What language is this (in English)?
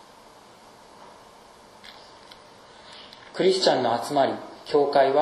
Japanese